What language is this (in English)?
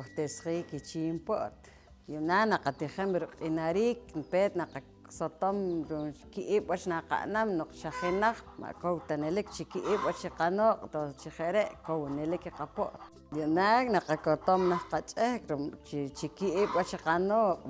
Poqomchi'